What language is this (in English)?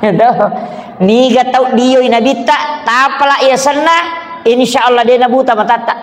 Buginese